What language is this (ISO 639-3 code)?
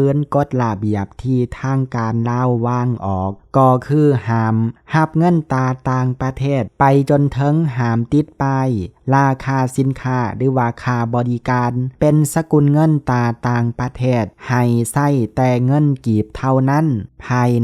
lao